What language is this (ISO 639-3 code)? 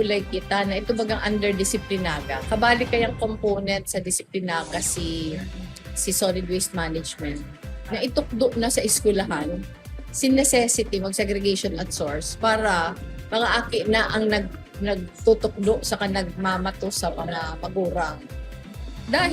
bik